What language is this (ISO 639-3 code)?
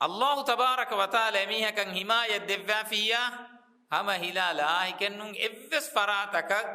div